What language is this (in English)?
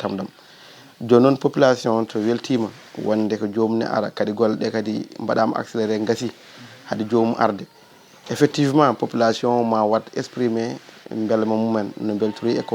Fula